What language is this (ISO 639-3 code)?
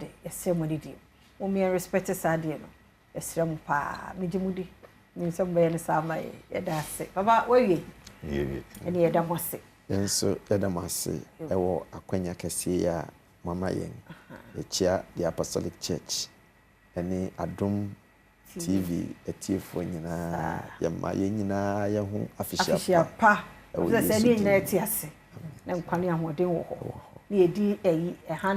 aka